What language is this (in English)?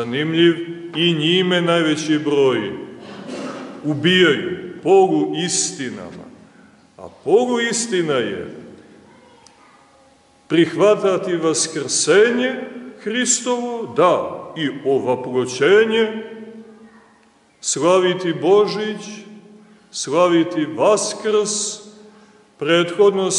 Serbian